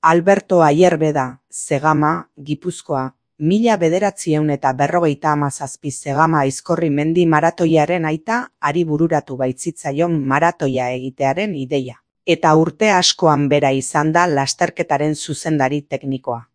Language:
Basque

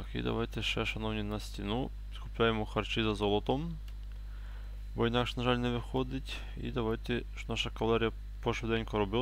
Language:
Ukrainian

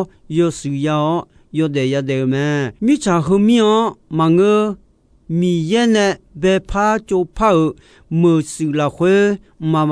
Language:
Akha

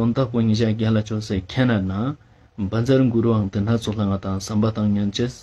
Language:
Ladakhi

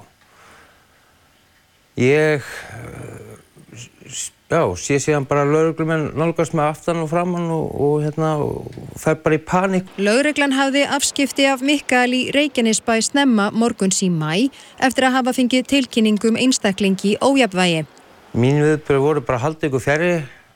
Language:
Icelandic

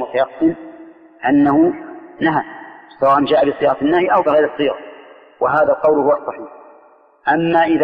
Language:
Arabic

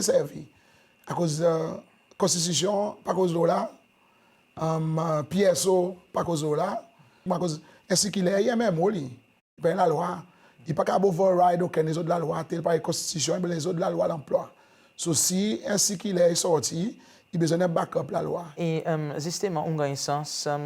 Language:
Seselwa Creole French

